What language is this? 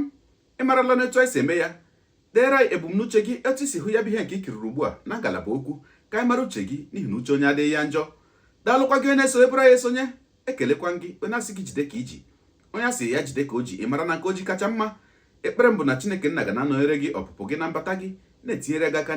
Igbo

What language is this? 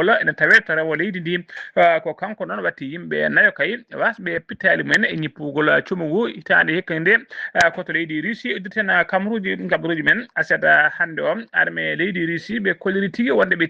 Fula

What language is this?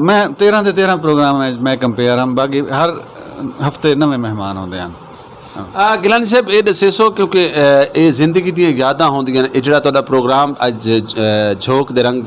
Saraiki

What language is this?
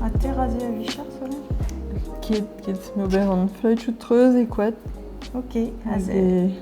Breton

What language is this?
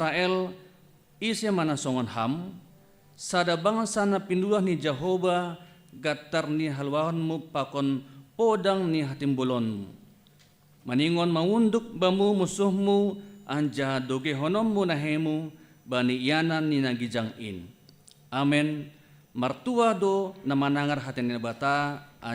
Batak Simalungun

